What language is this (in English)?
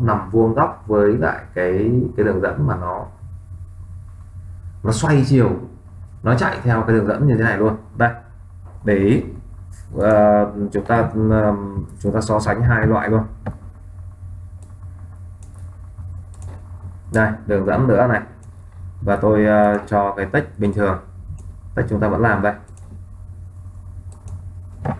Vietnamese